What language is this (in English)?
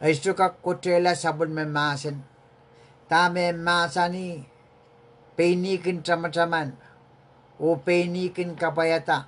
Pohnpeian